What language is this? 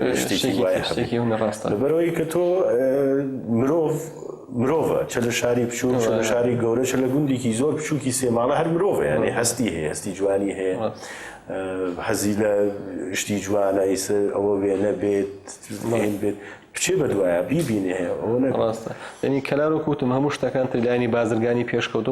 Central Kurdish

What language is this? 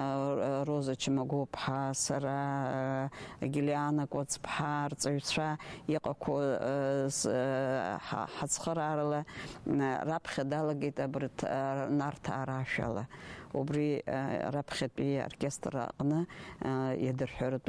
Abkhazian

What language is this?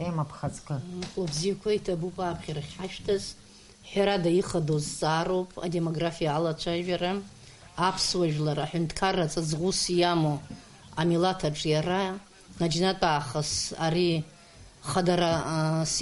Abkhazian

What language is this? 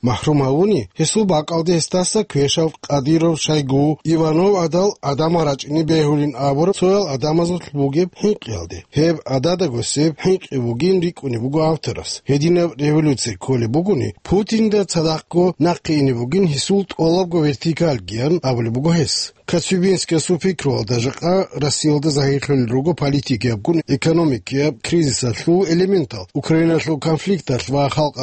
Avaric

